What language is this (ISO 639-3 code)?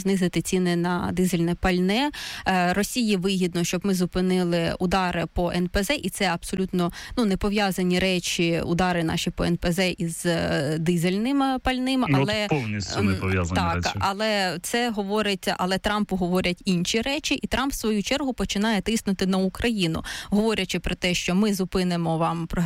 ukr